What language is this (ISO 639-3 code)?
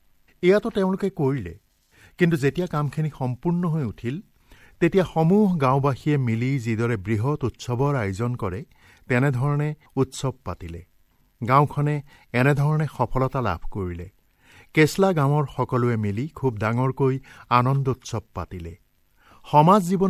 asm